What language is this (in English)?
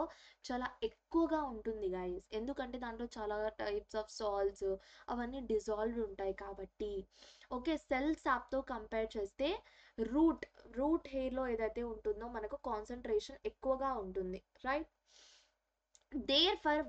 Telugu